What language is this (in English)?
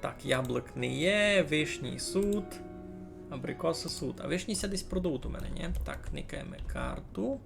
Rusyn